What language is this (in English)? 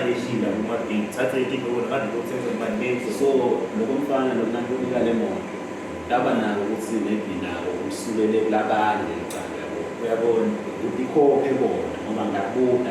Zulu